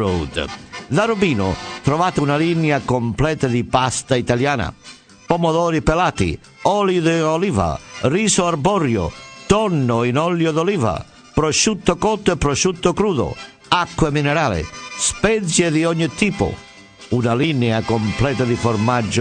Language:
Italian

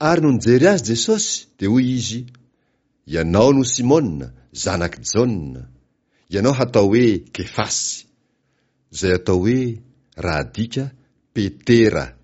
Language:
Malagasy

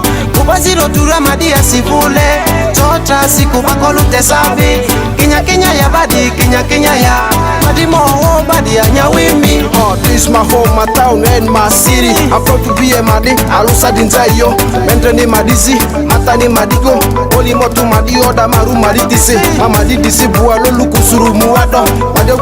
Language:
Ma'di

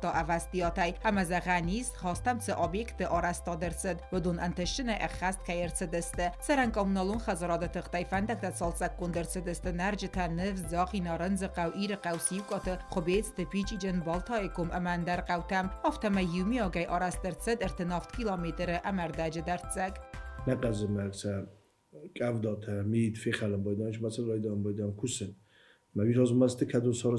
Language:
Ossetic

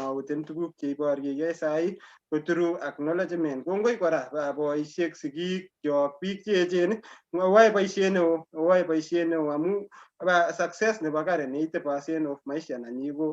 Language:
Kalenjin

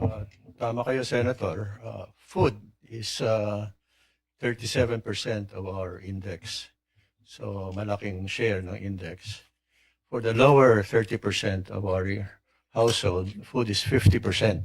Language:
Waray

